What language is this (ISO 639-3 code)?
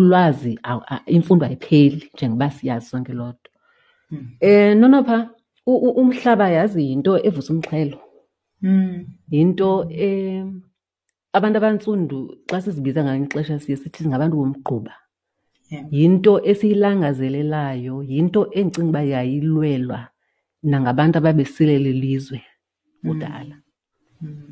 xho